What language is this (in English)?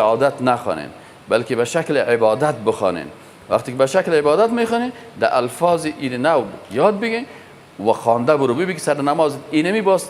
Persian